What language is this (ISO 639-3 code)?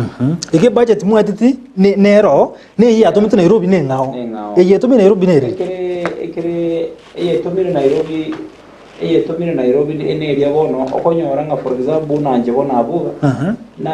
guz